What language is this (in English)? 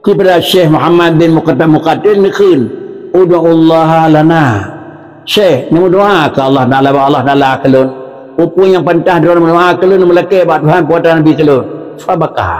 Achinese